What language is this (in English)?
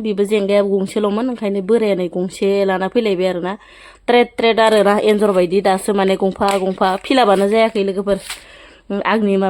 Bodo